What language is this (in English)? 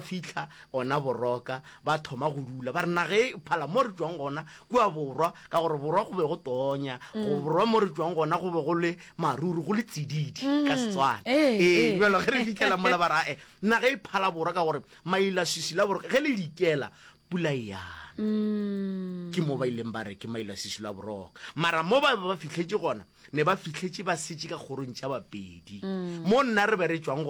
Northern Sotho